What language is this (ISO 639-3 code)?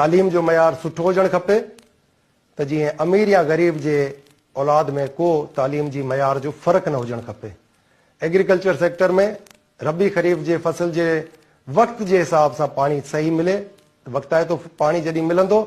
snd